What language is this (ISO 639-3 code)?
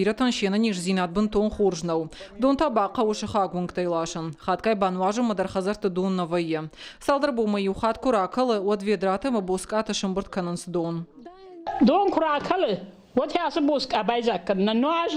oss